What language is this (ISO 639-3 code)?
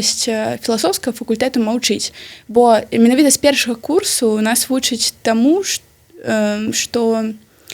bel